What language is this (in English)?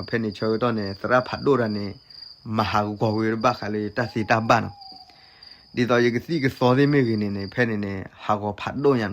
S'gaw Karen